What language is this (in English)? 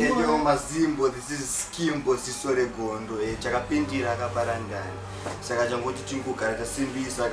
Shona